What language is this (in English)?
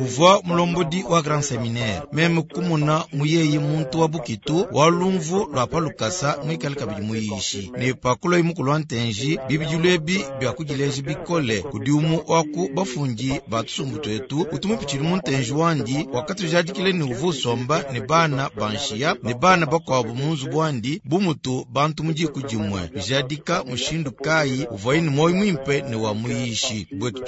Luba-Lulua